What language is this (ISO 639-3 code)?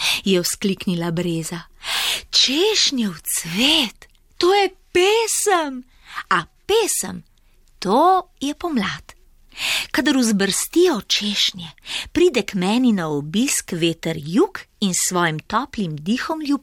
slv